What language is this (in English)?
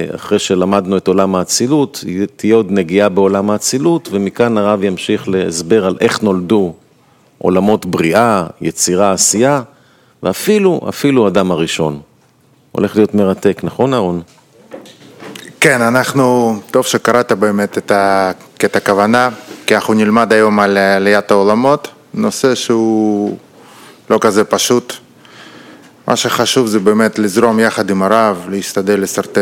Hebrew